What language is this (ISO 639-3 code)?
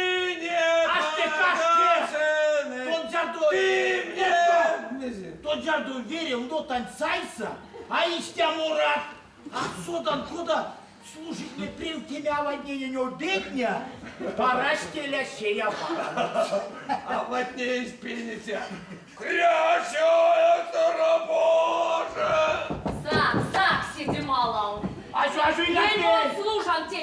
myv